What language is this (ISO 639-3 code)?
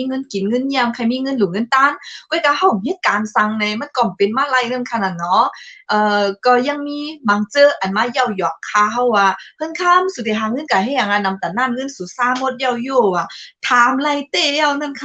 shn